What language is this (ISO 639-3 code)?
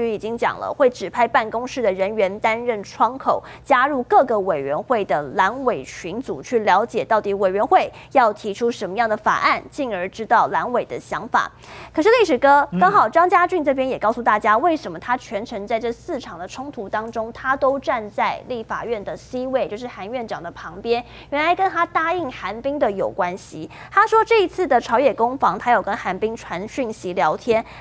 zho